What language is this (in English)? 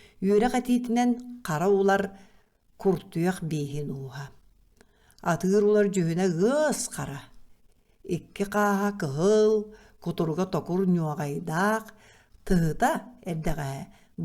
Yakut